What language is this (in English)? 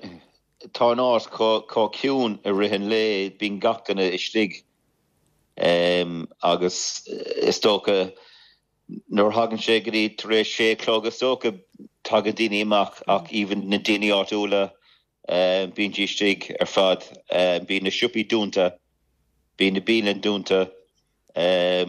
Irish